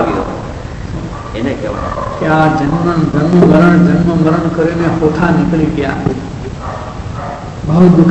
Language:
Gujarati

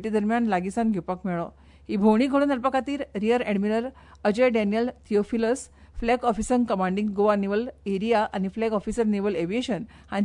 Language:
Konkani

